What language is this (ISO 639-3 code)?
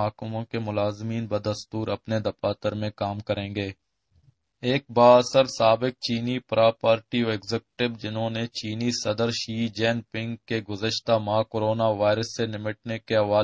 urd